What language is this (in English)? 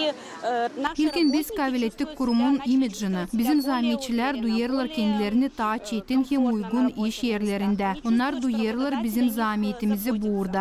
Gagauz